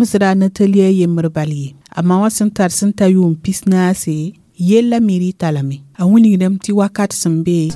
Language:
Mossi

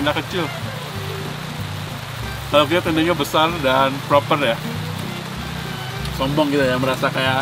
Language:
Indonesian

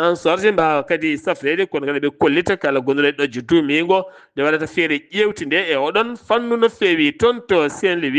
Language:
Fula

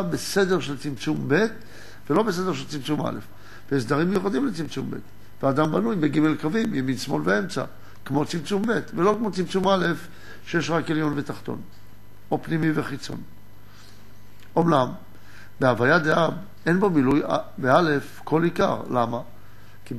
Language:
Hebrew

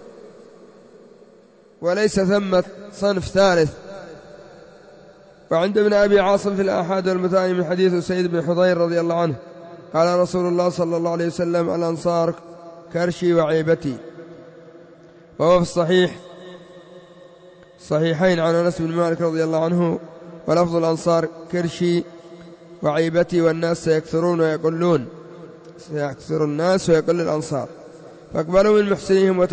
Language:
Arabic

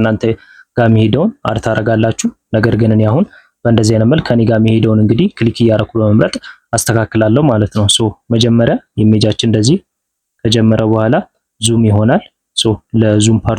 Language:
Amharic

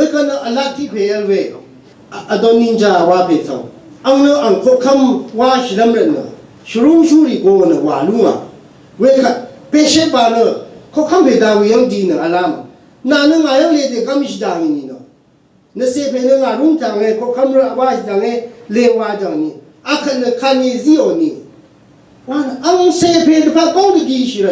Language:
Rawang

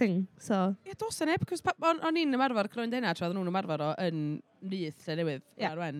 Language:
Welsh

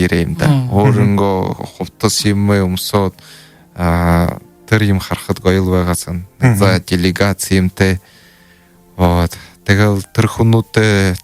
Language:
Buriat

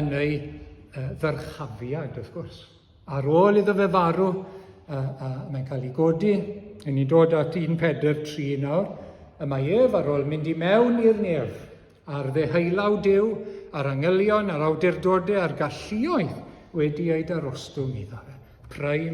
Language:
Welsh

